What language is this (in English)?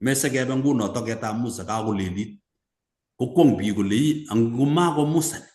Kalenjin